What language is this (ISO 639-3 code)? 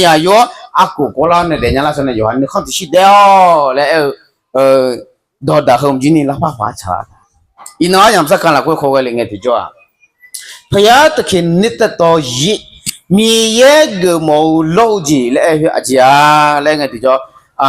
ahk